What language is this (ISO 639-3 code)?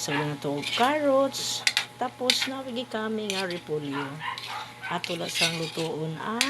ceb